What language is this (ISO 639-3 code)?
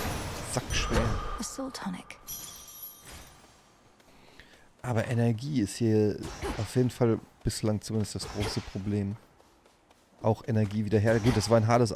deu